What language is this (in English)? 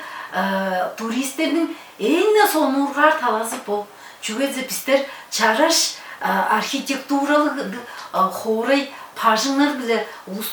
Tuvinian